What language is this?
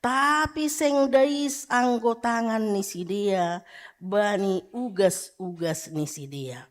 Batak Simalungun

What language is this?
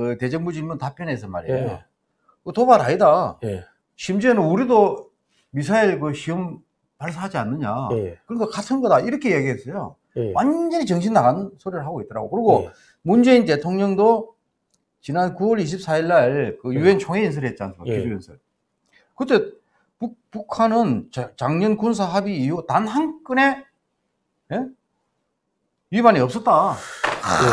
Korean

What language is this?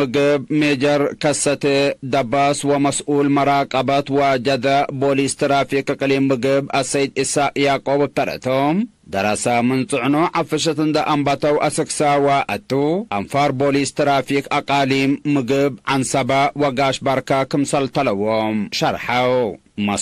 Tigre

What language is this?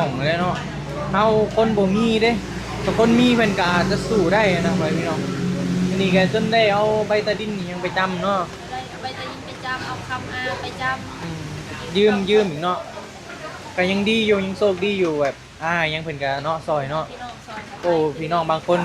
Northeastern Thai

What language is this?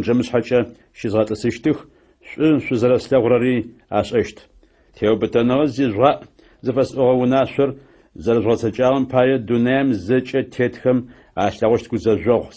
Adyghe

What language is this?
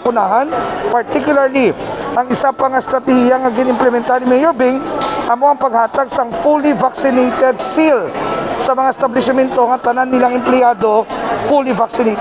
Hiligaynon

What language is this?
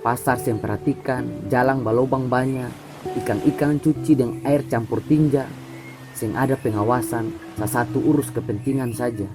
Ambonese Malay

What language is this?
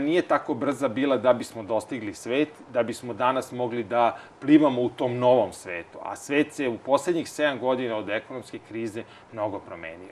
Serbian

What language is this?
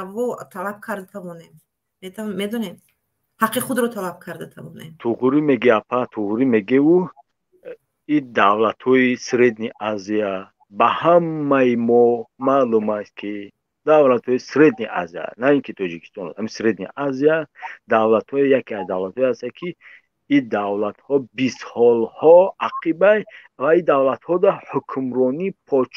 Tajik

